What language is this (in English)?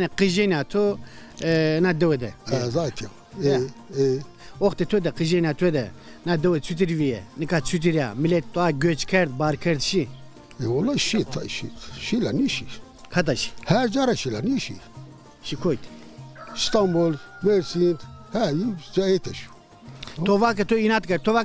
Zaza